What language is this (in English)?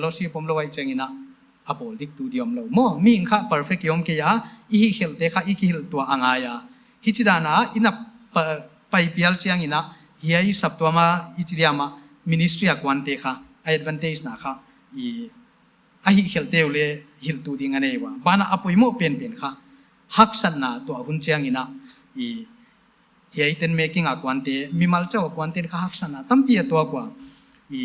Paite Chin